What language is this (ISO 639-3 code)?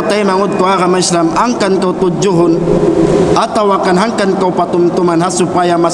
tsg